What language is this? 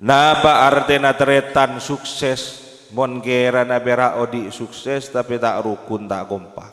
Madurese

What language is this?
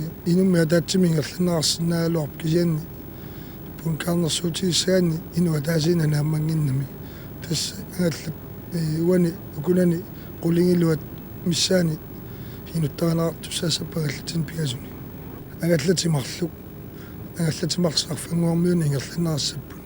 Kalaallisut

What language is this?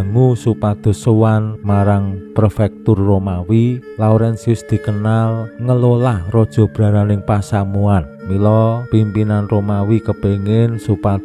Javanese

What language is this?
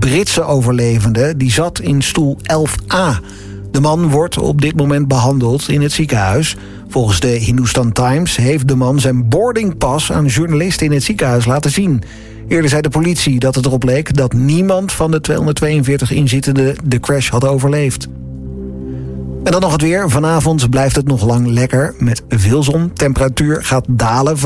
Dutch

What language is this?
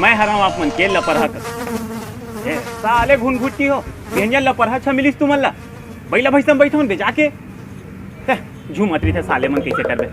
Chhattisgarhi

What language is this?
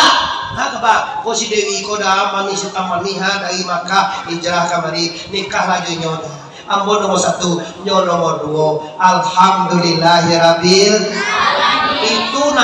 Minangkabau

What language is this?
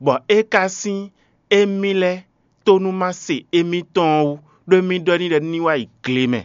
Fon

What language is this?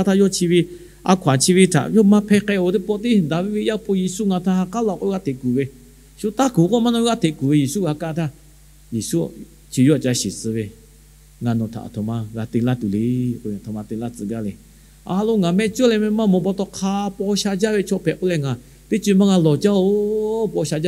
Lahu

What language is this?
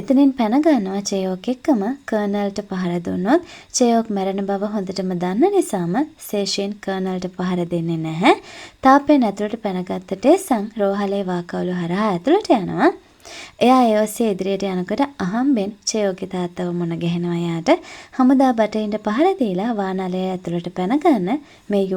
Sinhala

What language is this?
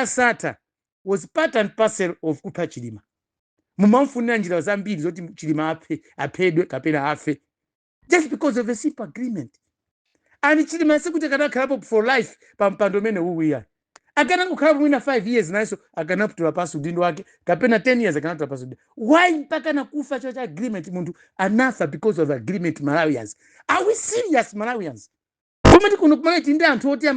Nyanja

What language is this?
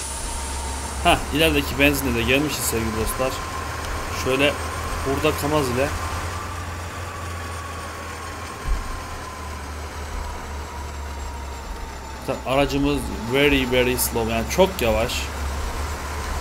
Turkish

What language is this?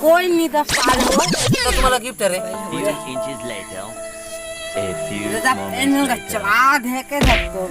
Chhattisgarhi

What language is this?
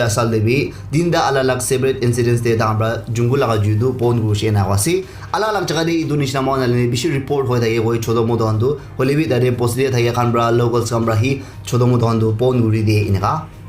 Naga Pidgin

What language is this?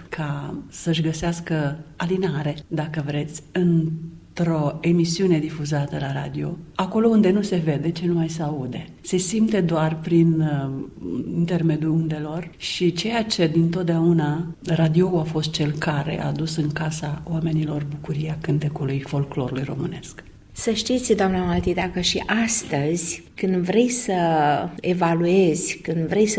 Romanian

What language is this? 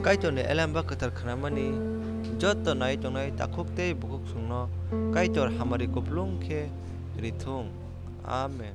Kok Borok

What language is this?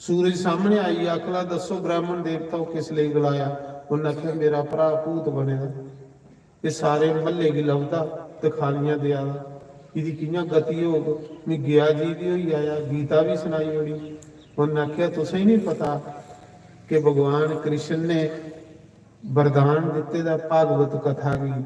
Dogri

